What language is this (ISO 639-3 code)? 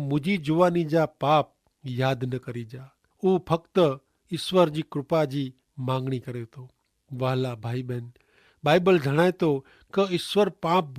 kfr